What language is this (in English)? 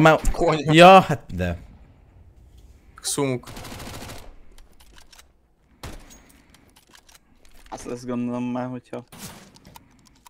Hungarian